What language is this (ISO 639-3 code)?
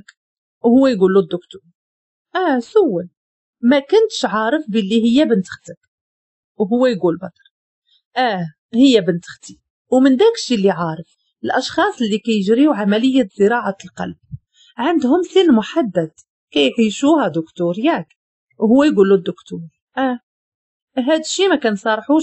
ary